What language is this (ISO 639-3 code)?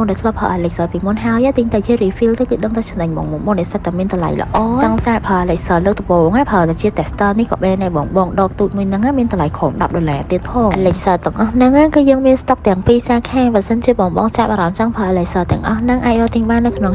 khm